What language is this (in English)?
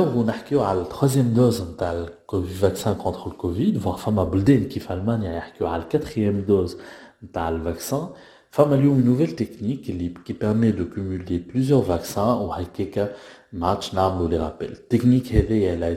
Tunisian Arabic